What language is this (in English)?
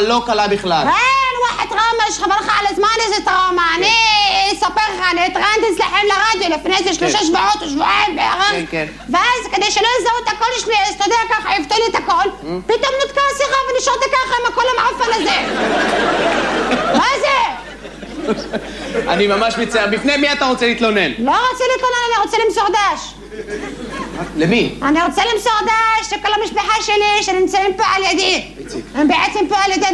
Hebrew